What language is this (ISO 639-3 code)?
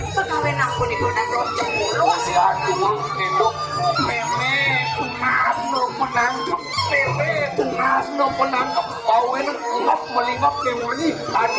ban